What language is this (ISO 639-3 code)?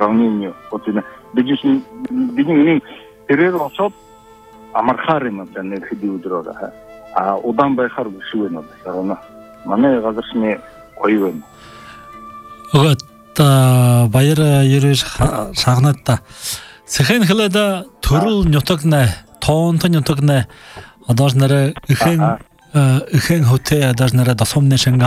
bua